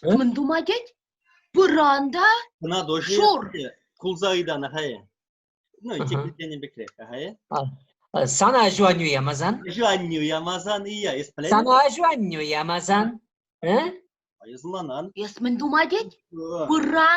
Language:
Chuvash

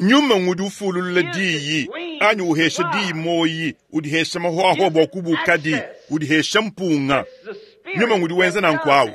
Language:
Luba-Lulua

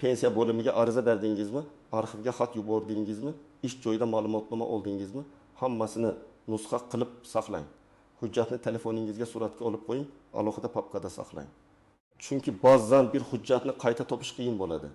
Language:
Uzbek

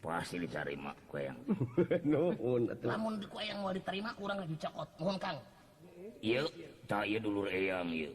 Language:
Sundanese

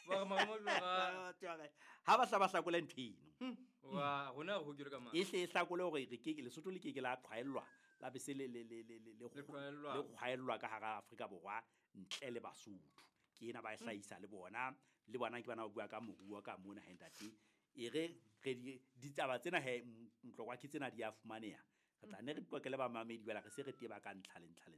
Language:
Southern Sotho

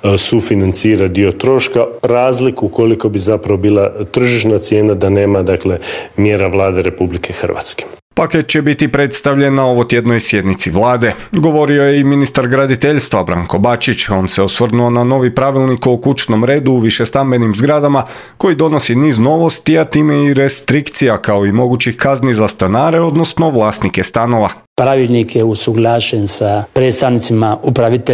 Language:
Croatian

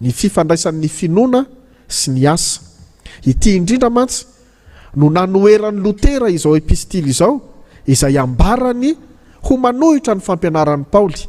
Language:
Malagasy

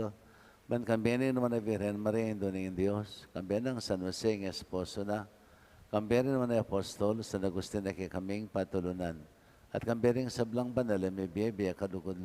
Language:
Pampanga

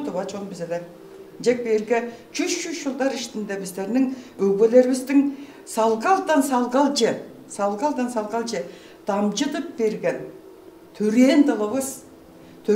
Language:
Tuvinian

